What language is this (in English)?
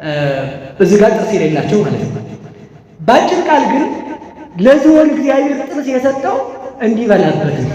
Amharic